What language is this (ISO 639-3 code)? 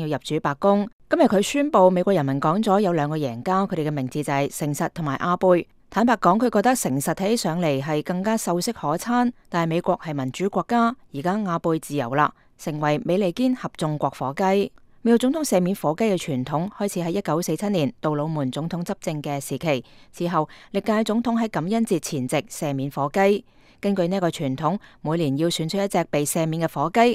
yue